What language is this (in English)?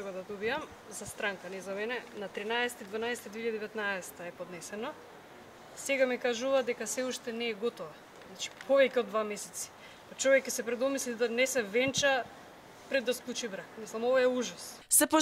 Macedonian